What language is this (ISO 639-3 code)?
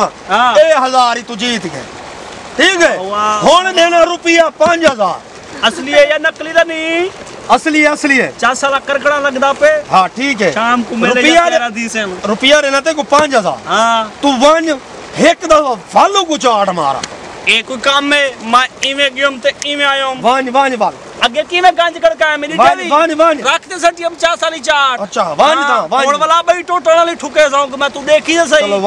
skr